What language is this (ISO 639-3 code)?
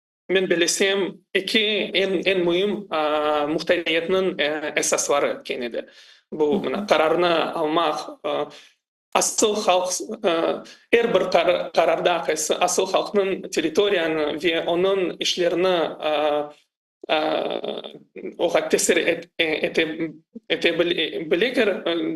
crh